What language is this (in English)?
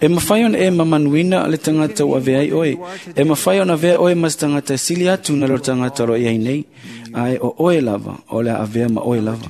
Samoan